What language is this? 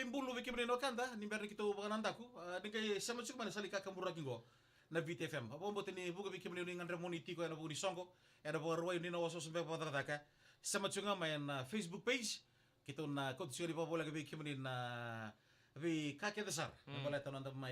Fijian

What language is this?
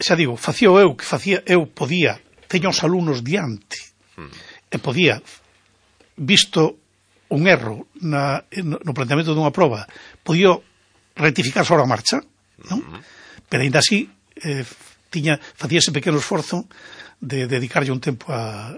Galician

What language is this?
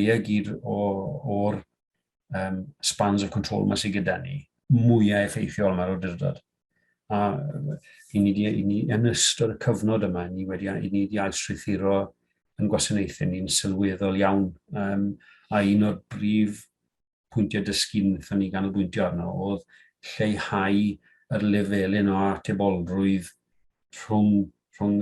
Welsh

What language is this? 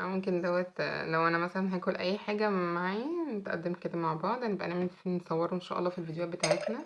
Egyptian Arabic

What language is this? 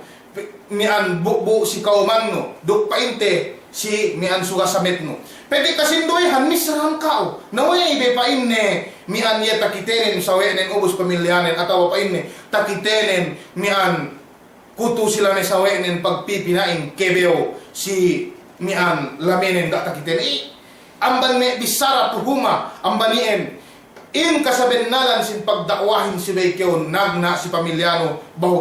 Yakan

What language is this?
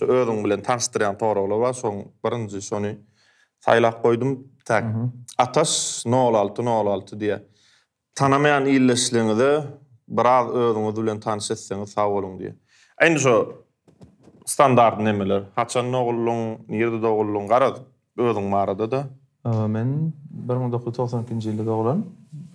Turkmen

